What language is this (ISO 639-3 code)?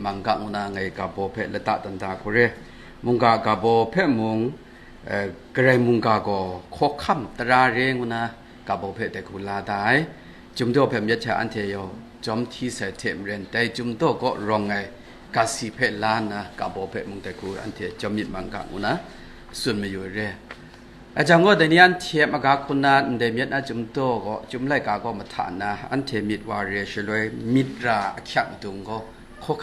kac